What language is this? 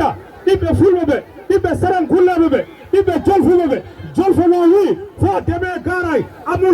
Fula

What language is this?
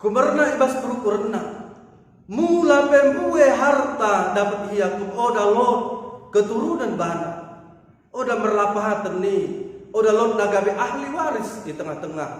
Batak Dairi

